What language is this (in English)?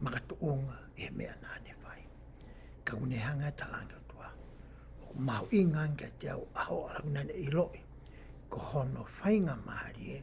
Tongan